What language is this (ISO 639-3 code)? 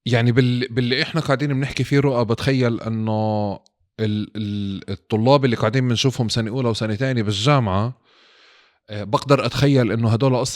apc